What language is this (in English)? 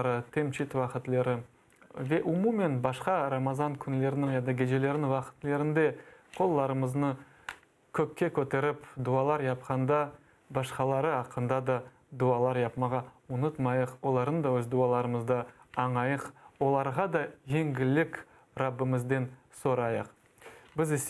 Crimean Tatar